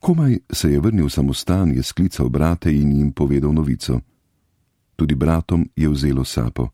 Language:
Slovenian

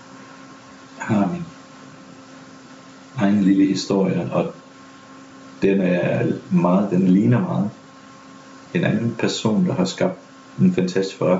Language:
Danish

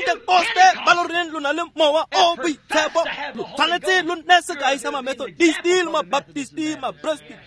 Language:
Tswana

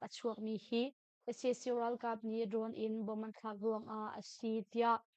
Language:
Hakha Chin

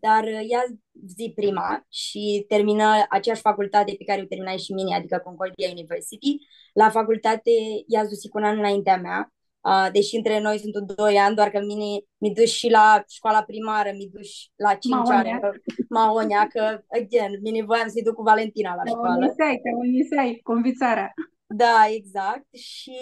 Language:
Aromanian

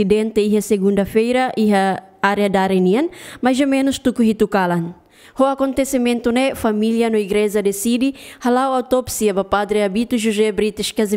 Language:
Tetum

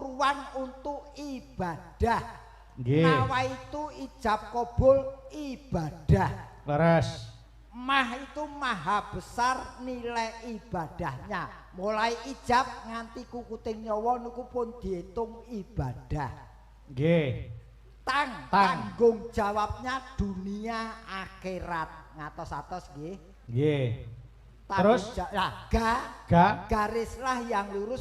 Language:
Javanese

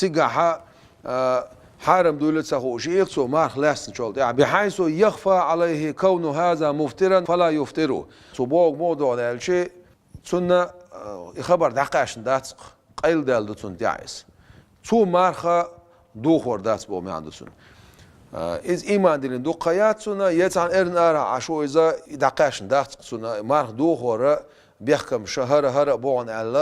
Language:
Chechen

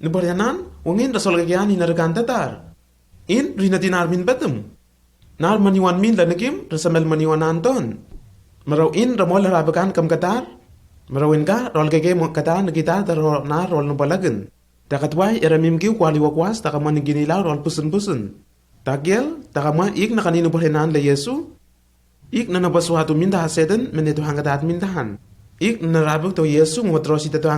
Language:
Lenakel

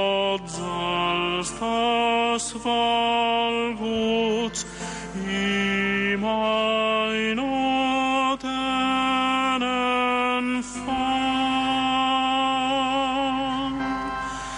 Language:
Catalan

